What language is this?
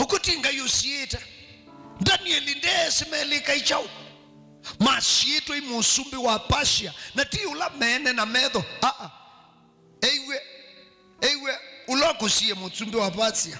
Kamba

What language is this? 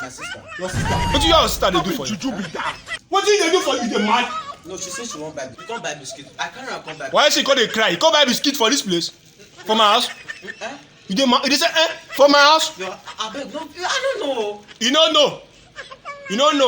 Nigerian Pidgin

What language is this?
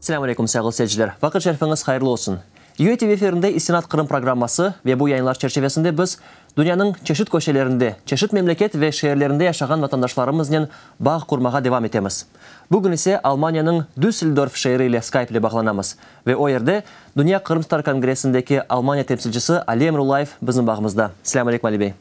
Crimean Tatar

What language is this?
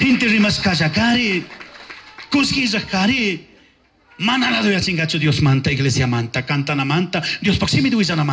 Chimborazo Highland Quichua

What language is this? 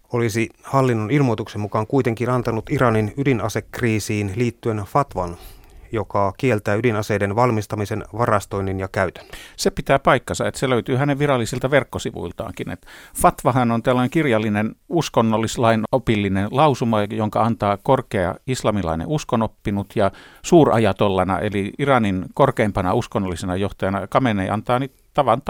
Finnish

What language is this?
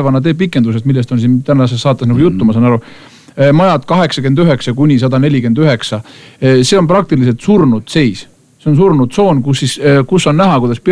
Estonian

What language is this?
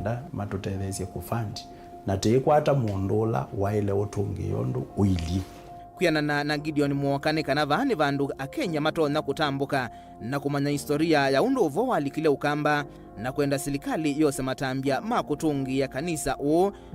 Kamba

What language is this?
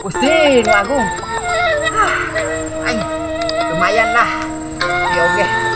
Sundanese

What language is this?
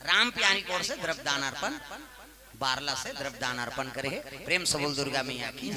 Chhattisgarhi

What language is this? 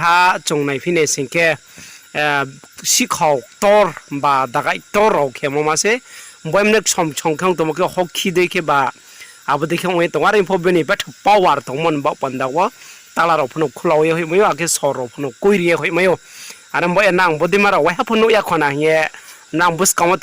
Riang (India)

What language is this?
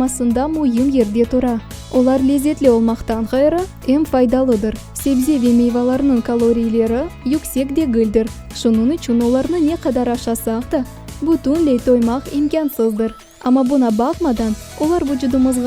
Crimean Tatar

